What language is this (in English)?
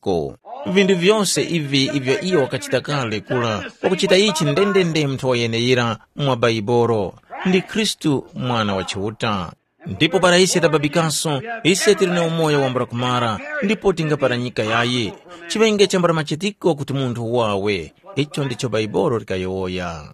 Tumbuka